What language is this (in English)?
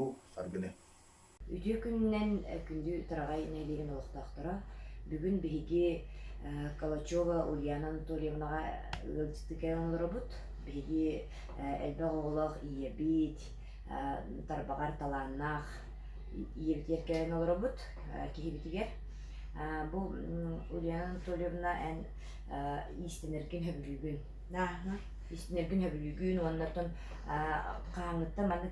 Yakut